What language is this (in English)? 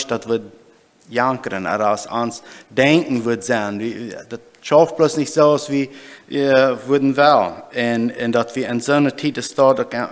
Plautdietsch